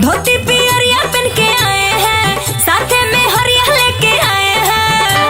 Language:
Magahi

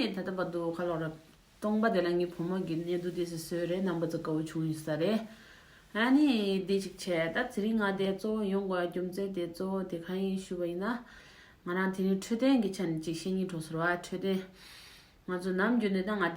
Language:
Tibetan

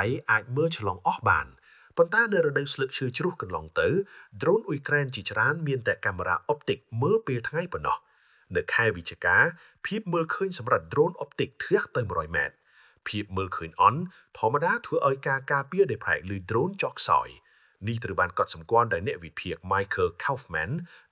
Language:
Khmer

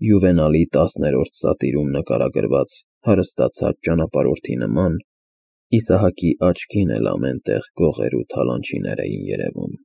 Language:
Armenian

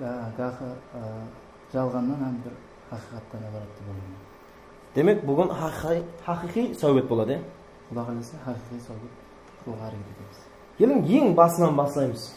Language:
Kara-Kalpak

